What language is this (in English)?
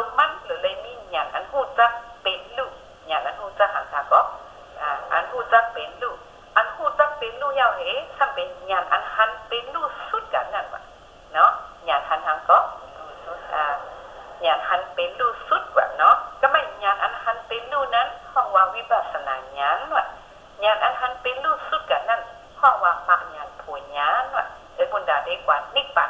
Shan